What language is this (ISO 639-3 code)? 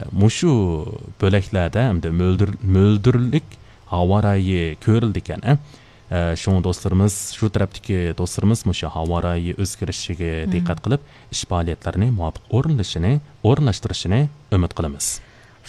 uig